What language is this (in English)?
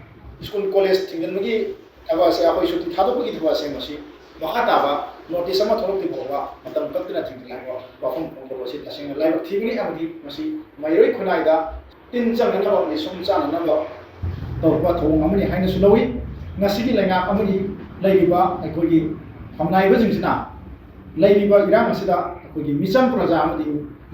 Manipuri